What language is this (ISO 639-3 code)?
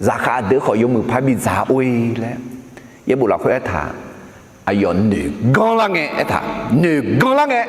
ahk